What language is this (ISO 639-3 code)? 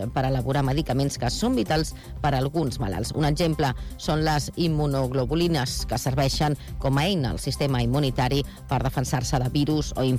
cat